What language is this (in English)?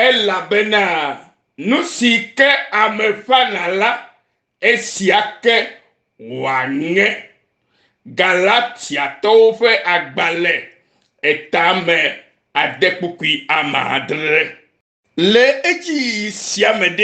Ewe